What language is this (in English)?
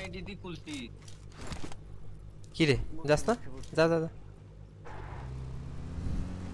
Bangla